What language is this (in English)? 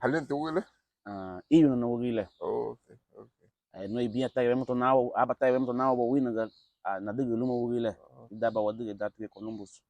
Garifuna